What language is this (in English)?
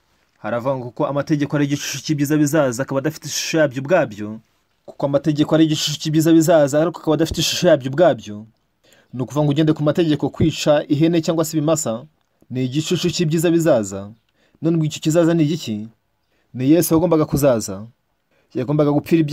Kinyarwanda